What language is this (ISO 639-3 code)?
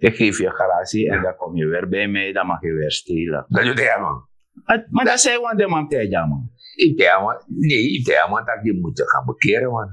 srn